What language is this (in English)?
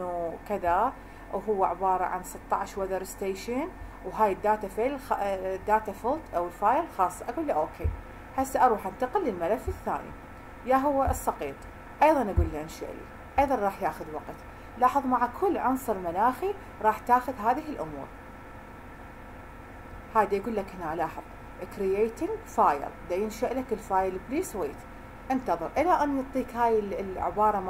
Mesopotamian Arabic